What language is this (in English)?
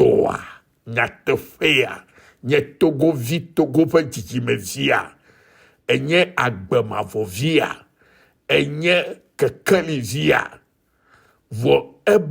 Ewe